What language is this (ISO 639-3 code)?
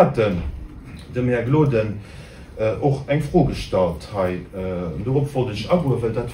ltz